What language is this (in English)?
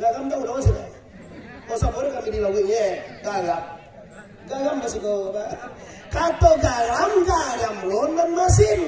Minangkabau